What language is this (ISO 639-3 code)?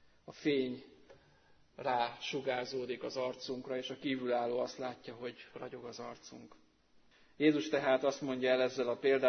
hun